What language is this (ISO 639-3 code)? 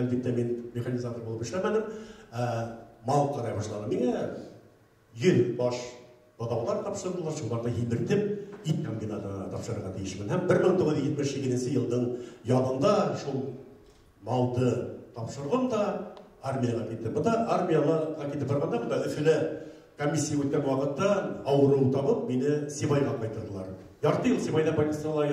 bak